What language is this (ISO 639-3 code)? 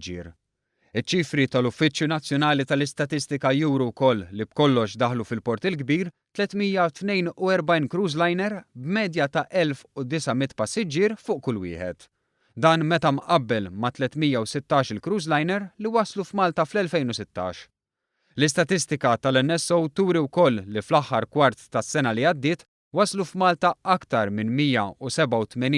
mlt